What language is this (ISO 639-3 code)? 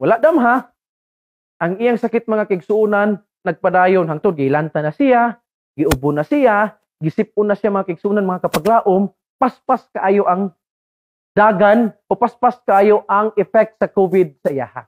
ceb